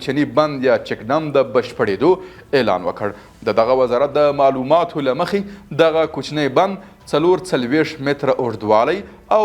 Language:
Pashto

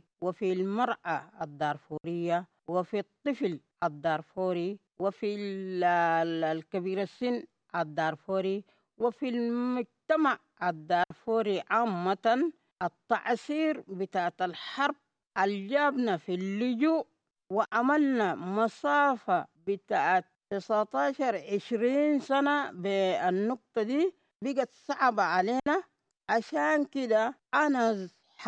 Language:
Sudanese Arabic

